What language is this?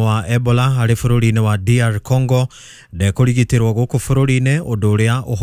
Kikuyu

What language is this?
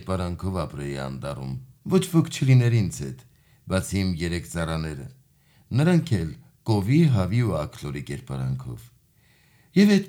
Armenian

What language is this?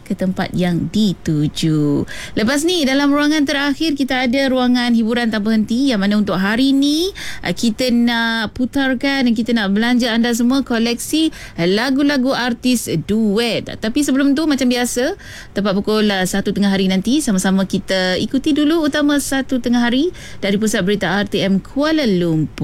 Malay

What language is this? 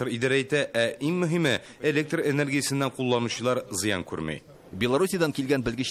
Tatar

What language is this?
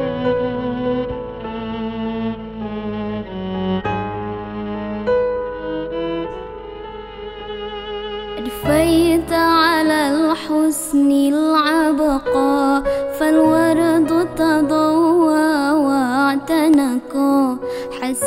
Arabic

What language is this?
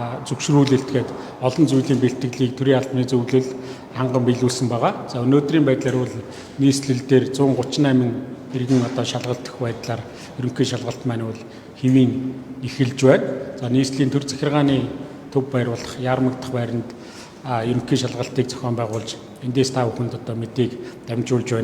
Mongolian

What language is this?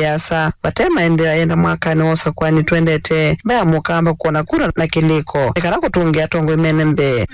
Kamba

